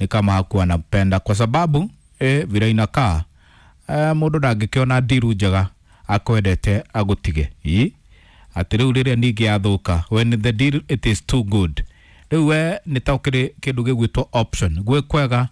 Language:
Kikuyu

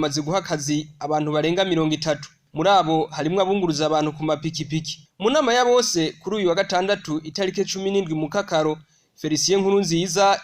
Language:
Rundi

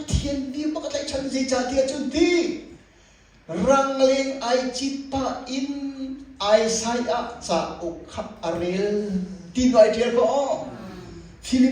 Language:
Hakha Chin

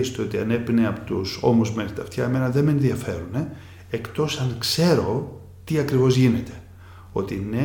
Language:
Greek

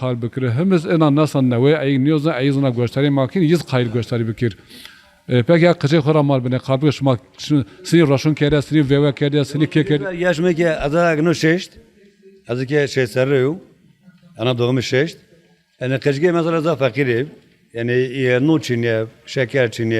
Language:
Zaza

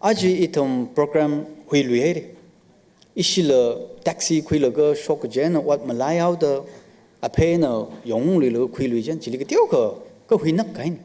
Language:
Tangkhul Naga (India)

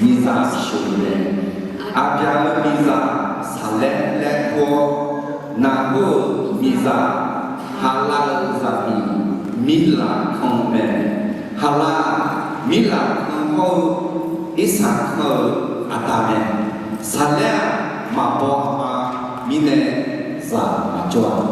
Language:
Akha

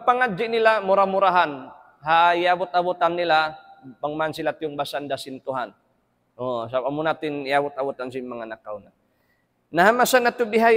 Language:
Tausug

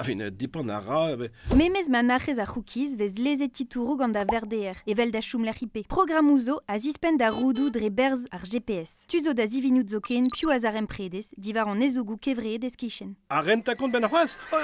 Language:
Breton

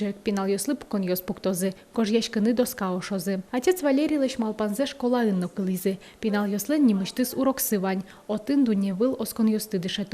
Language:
Udmurt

